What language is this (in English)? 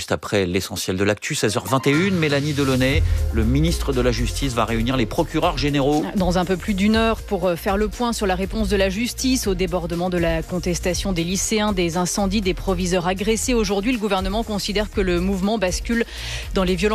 French